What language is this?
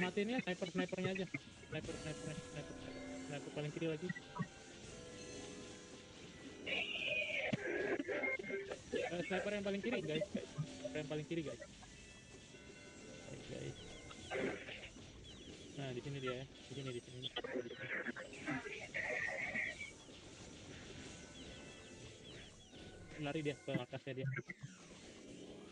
Indonesian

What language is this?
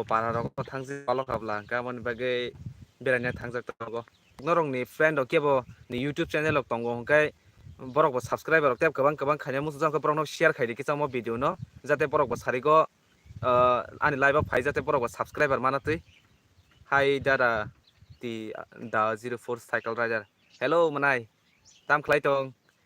Kok Borok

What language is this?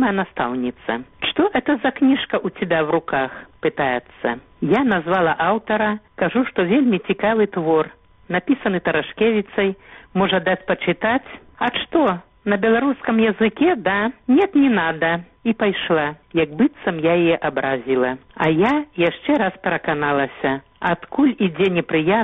Belarusian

